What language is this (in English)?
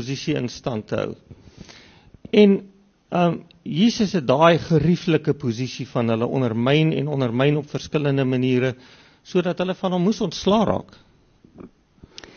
Afrikaans